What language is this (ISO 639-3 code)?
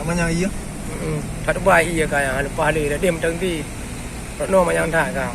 ace